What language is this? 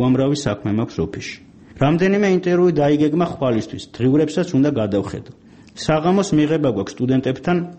Georgian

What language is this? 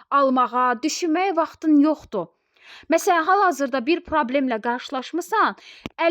Azerbaijani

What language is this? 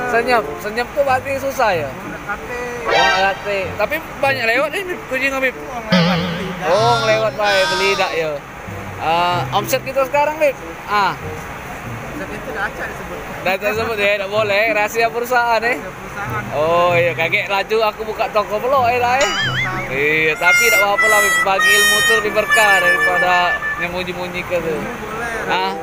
Musi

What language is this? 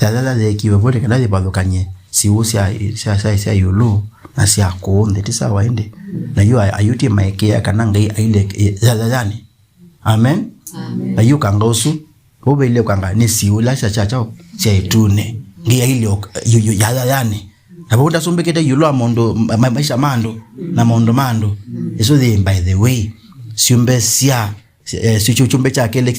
Kamba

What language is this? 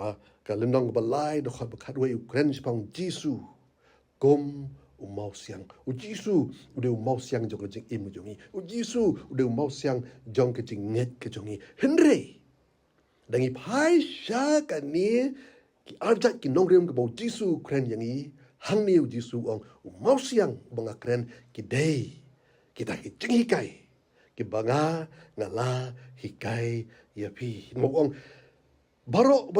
Khasi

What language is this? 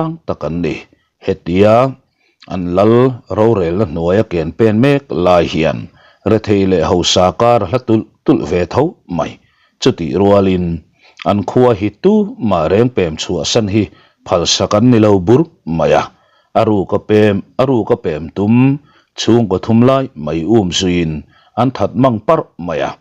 Mizo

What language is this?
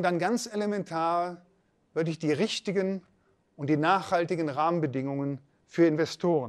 German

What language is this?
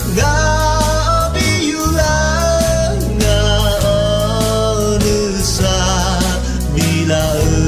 Akha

